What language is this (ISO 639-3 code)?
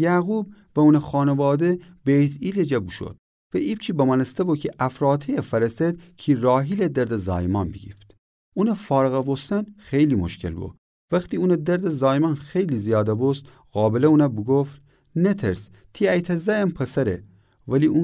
glk